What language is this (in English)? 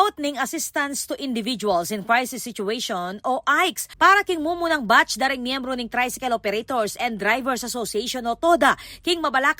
Pampanga